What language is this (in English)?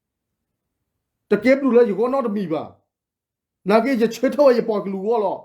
S'gaw Karen